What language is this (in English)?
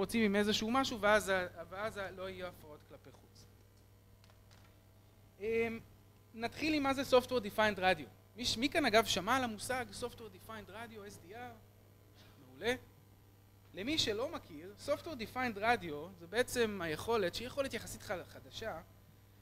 Hebrew